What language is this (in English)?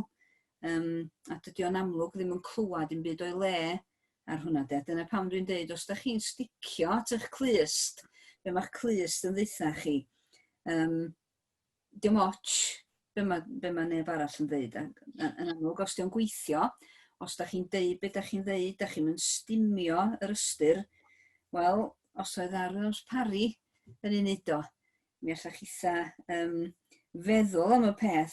Welsh